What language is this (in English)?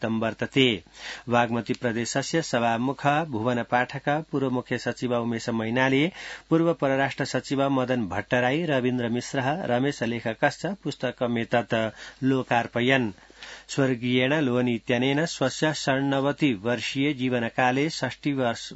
Sanskrit